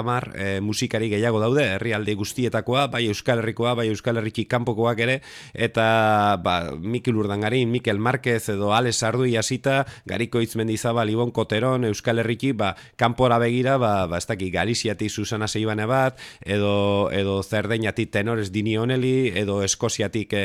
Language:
Basque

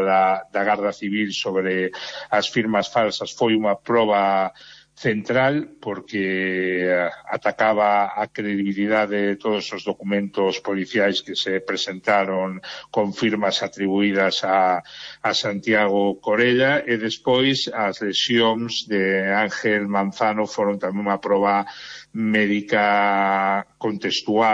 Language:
Galician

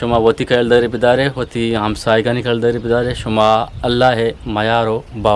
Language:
Eastern Balochi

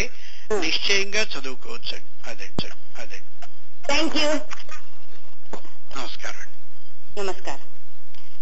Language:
Telugu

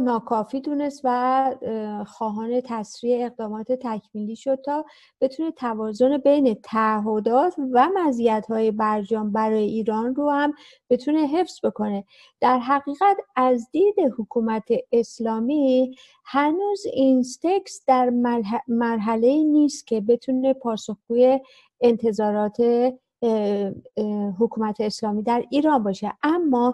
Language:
Persian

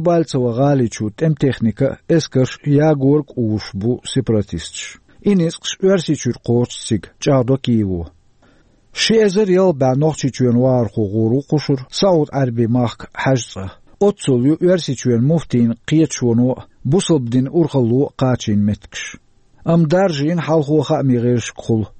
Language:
Chechen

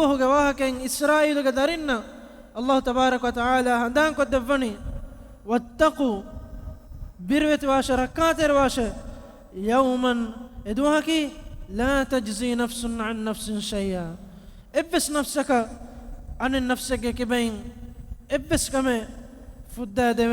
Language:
Divehi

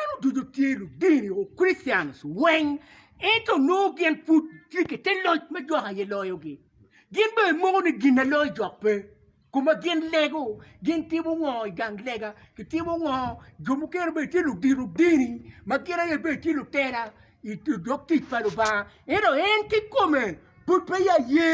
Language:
Acoli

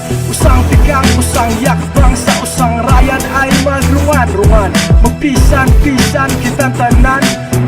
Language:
Bantoanon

